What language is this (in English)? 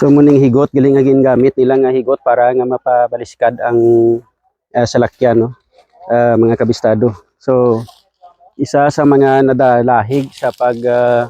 Hiligaynon